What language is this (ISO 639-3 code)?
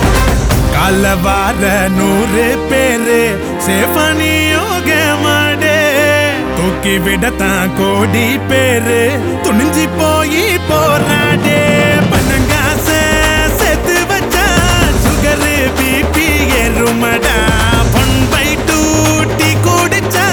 tam